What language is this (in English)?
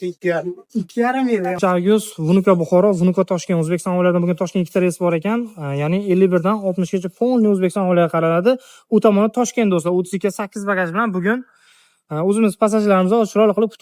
Uzbek